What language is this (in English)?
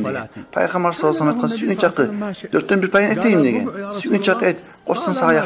Kumyk